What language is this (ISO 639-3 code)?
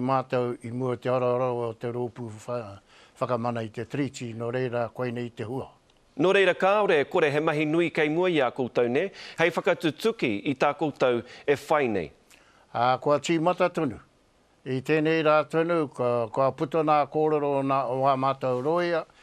mri